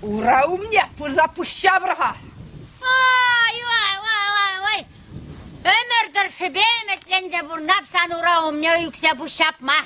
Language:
Chuvash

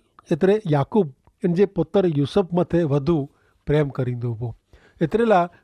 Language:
Kachhi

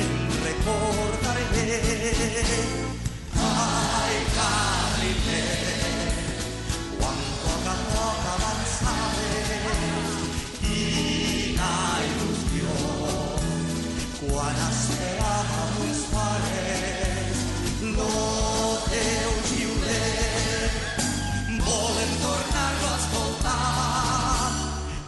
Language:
Catalan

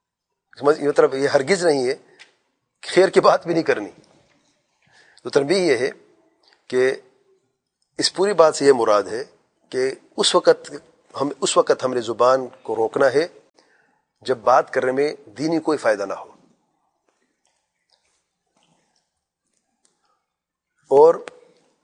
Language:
Urdu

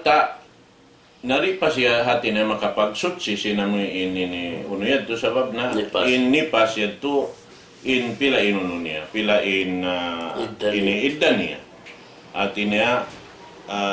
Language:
Tausug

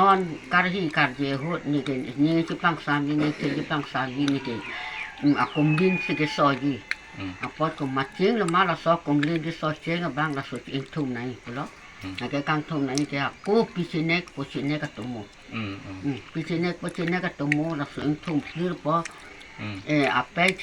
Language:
Karbi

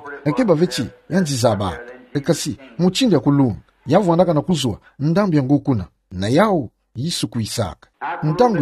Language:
Kituba (Democratic Republic of Congo)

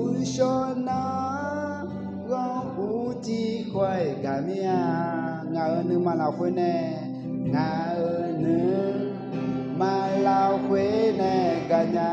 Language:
Akha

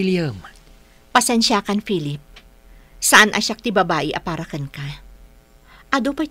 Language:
Iloko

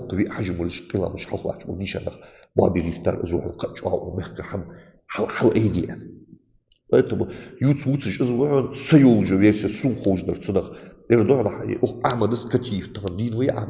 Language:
Ingush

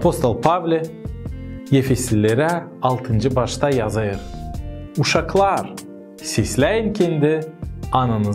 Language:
Gagauz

